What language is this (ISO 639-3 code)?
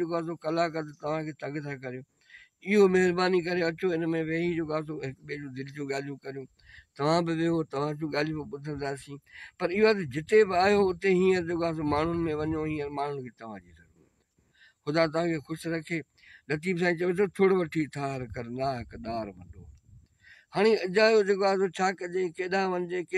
snd